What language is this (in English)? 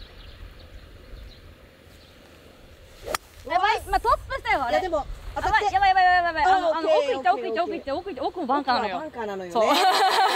Japanese